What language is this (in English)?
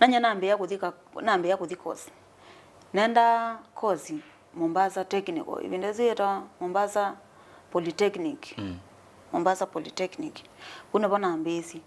Kamba